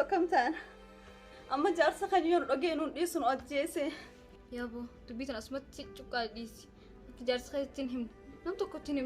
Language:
Oromo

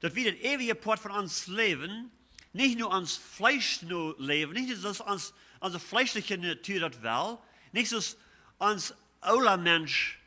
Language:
Plautdietsch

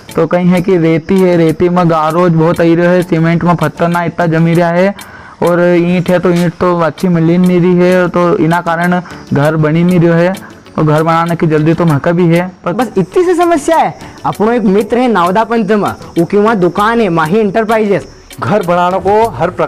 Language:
Rajasthani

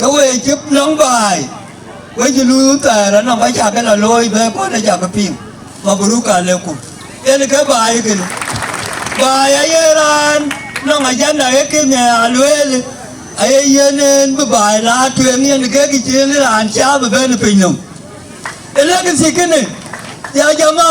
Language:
Dinka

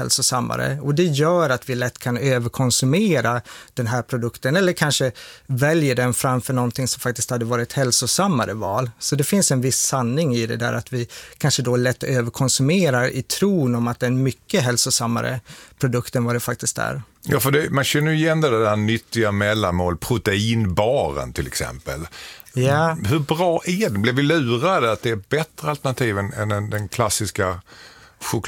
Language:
Swedish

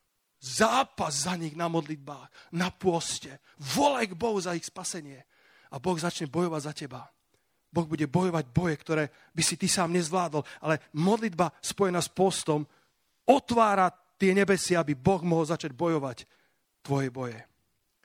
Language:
Slovak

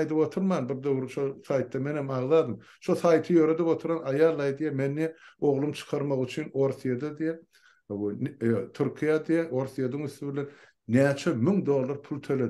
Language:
Turkmen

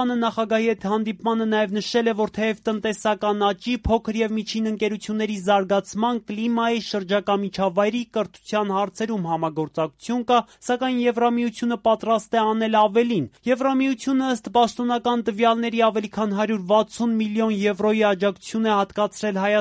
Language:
Armenian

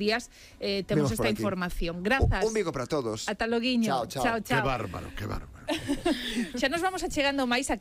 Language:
Galician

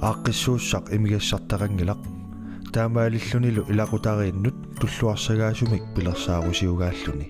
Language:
Kalaallisut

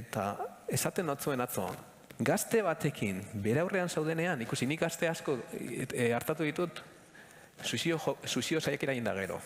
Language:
Basque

